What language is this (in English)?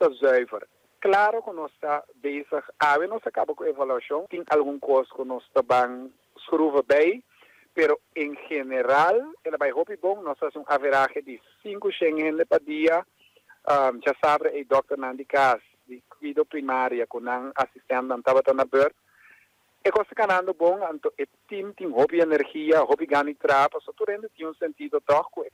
Papiamento